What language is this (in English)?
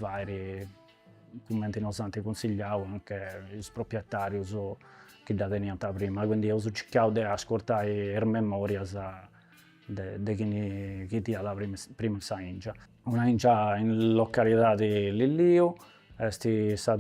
Sardinian